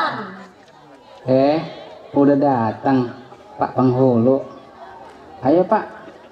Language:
Betawi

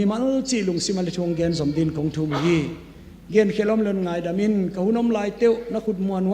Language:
Tedim Chin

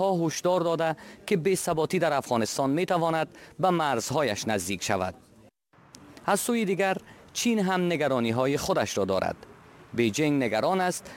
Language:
Persian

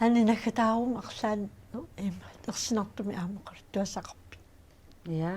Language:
Kalaallisut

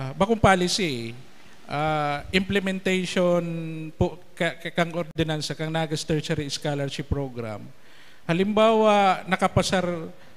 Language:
Bikol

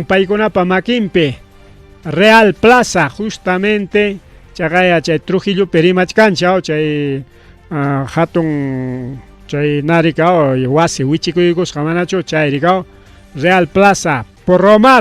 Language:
Ayacucho Quechua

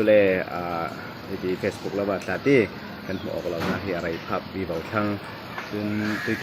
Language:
Falam Chin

